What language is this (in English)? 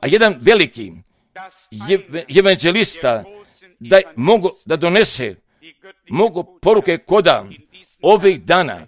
Croatian